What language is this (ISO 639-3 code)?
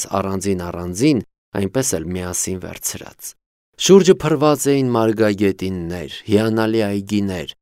hye